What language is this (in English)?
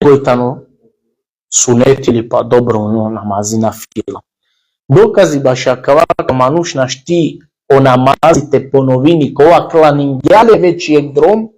Balkan Romani